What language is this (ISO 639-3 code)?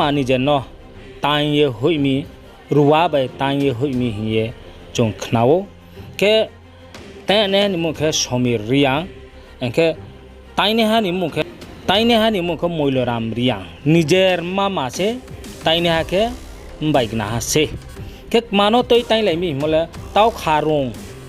ria